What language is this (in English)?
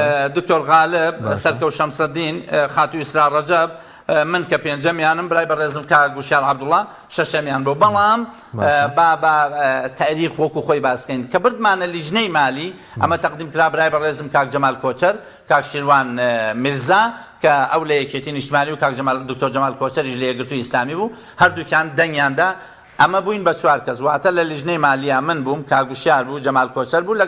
Central Kurdish